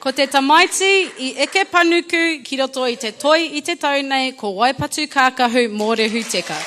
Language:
Māori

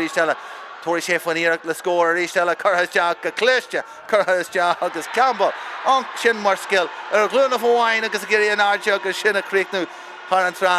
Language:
Irish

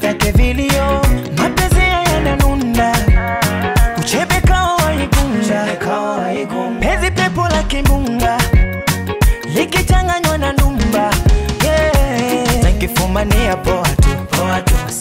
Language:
Swahili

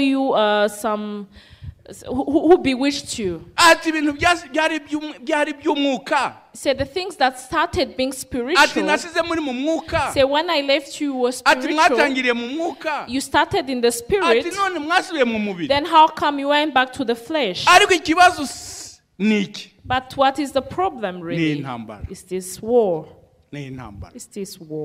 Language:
Kinyarwanda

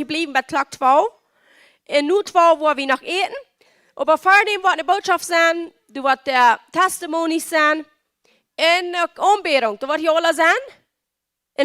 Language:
Plautdietsch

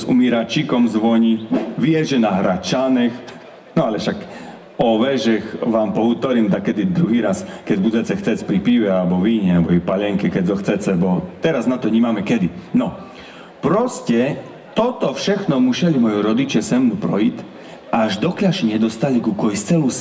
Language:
Slovak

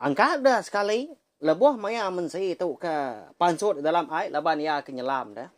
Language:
Iban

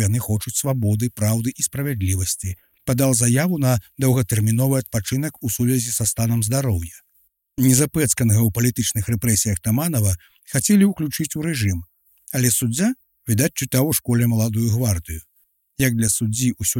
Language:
Belarusian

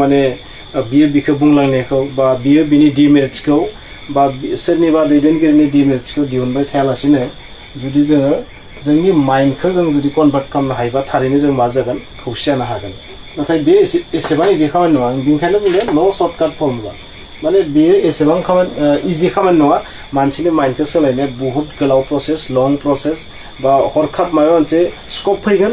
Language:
Bodo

